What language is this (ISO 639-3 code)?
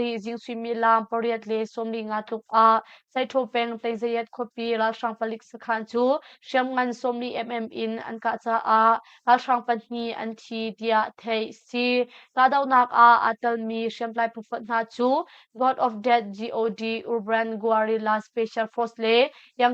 cnh